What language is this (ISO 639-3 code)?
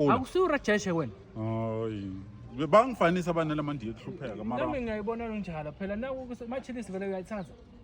zul